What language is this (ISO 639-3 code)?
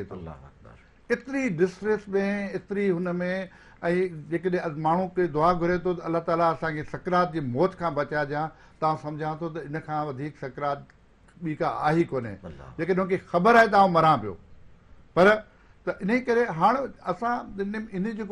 snd